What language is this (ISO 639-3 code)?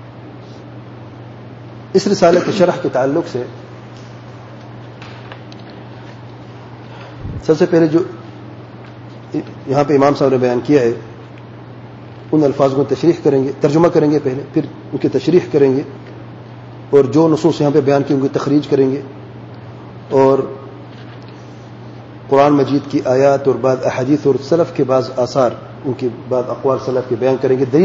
urd